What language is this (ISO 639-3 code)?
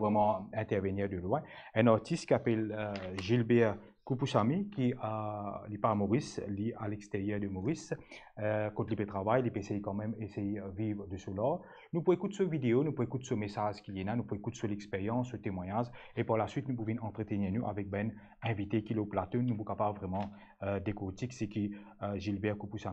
mfe